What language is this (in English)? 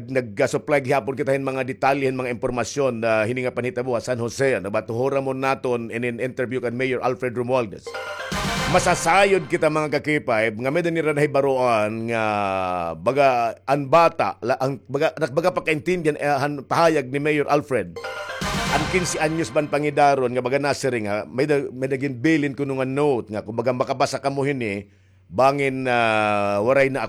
Waray